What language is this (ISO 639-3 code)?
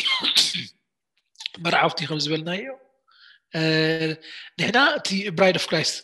tir